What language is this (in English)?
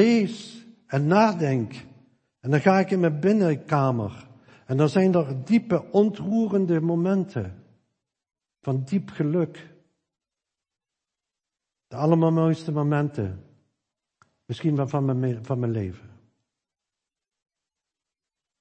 Dutch